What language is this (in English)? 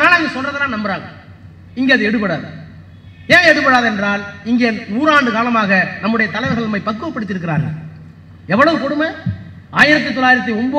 Tamil